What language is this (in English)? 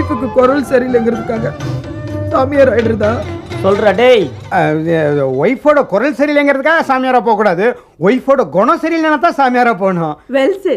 Tamil